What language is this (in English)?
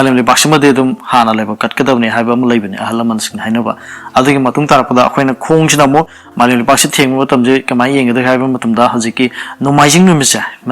Manipuri